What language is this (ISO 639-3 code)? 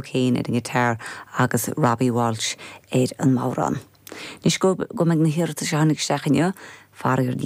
gle